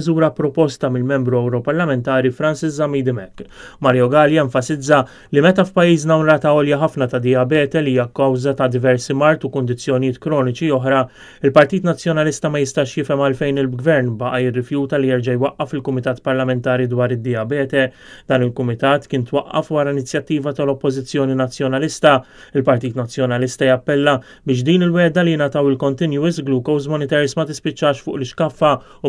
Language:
Maltese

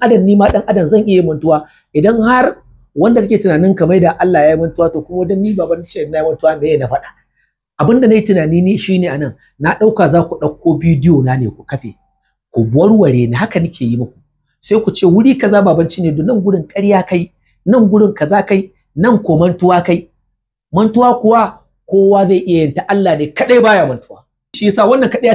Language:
Hausa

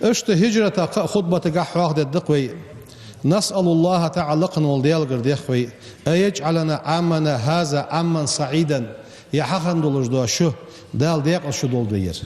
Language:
Ingush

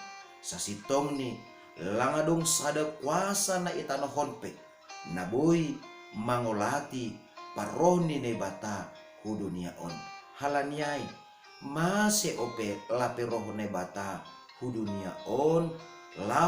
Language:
Batak Simalungun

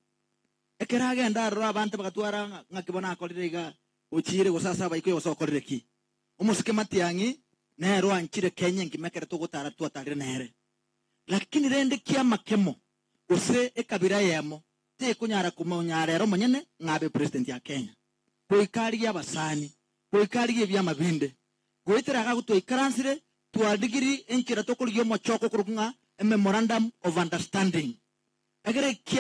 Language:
Gusii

